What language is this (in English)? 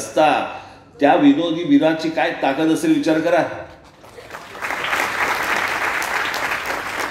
Marathi